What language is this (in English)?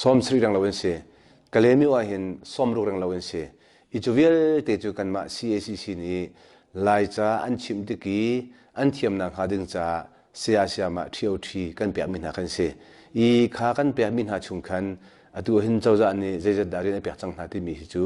Hakha Chin